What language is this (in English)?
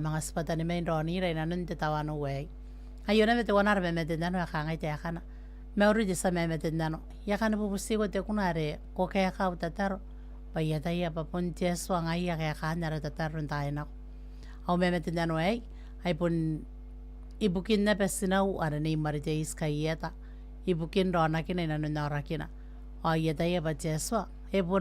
Gilbertese